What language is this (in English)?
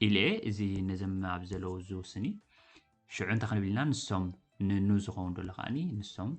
Tigrinya